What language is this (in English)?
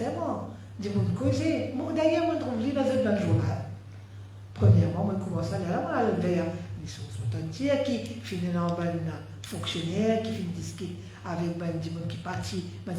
Morisyen